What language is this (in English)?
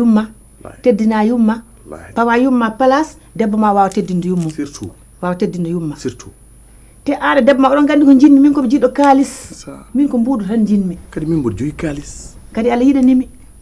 Fula